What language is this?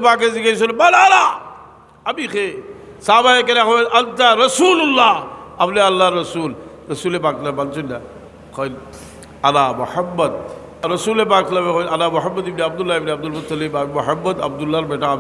Sylheti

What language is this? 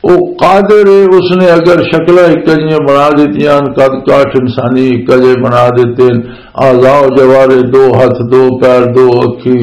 Western Panjabi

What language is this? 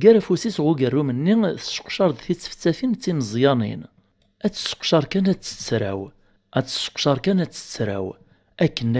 Kabyle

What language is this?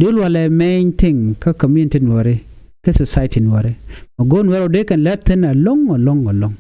Nuer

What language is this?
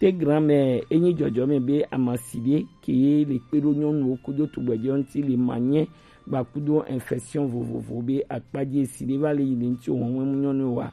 Gen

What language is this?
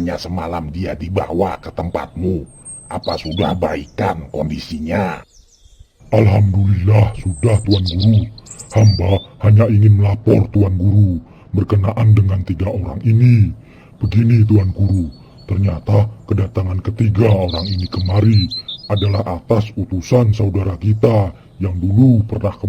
Betawi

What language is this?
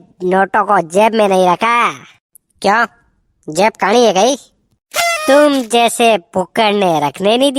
Rajasthani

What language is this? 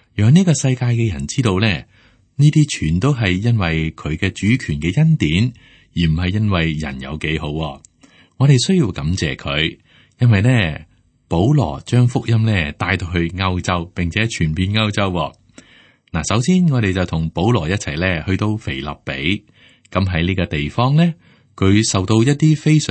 Cantonese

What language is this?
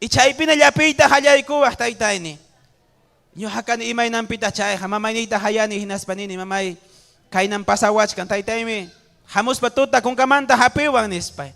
Ayacucho Quechua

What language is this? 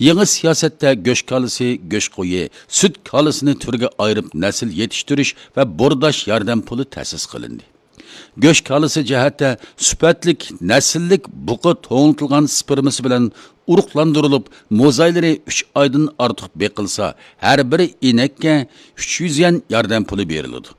Uyghur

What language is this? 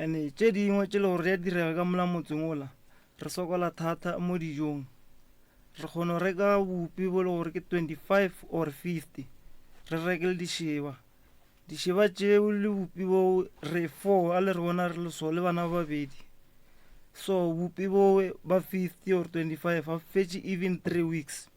Northern Sotho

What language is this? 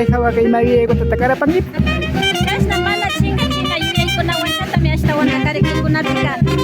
Imbabura Highland Quichua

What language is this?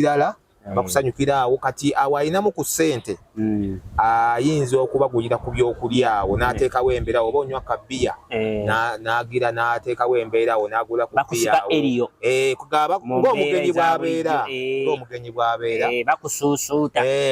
Ganda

